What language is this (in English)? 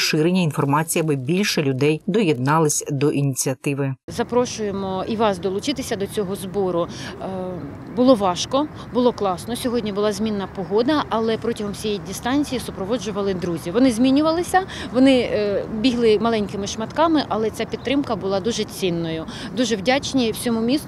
Ukrainian